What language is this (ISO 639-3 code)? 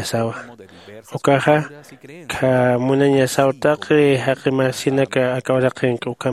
aym